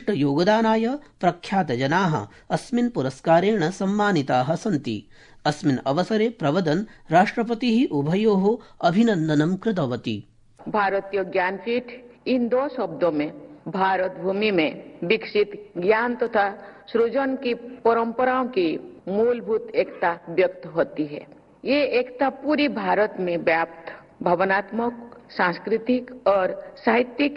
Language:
Sanskrit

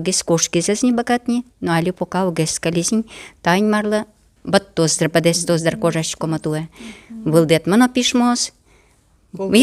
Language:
Udmurt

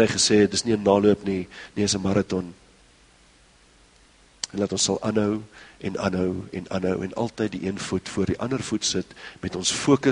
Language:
Afrikaans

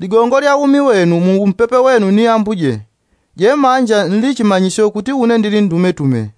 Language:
Yao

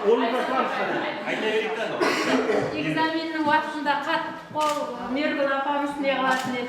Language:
Kara-Kalpak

